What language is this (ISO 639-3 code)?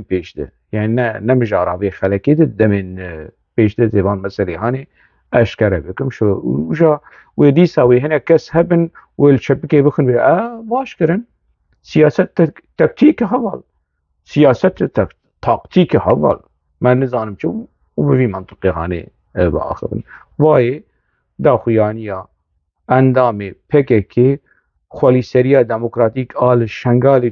kur